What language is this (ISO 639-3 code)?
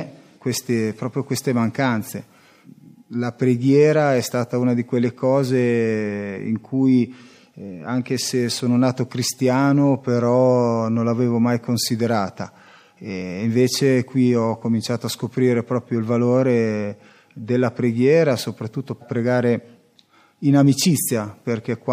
ita